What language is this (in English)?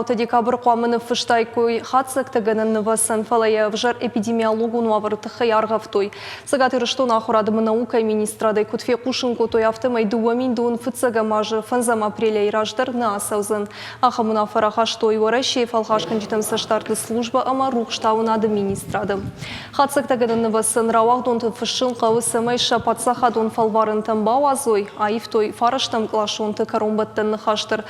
Ossetic